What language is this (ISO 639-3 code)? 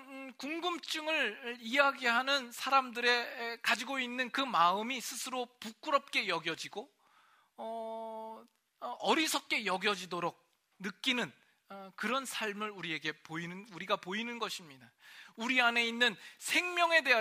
kor